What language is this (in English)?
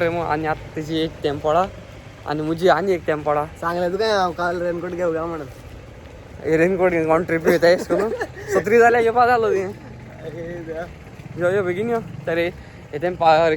Konkani